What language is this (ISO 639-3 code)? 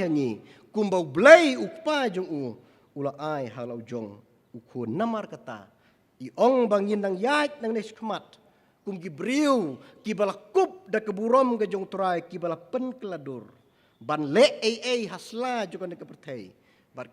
kha